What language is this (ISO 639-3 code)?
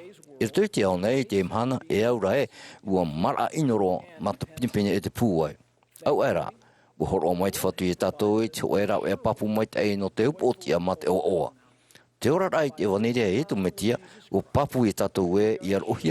tah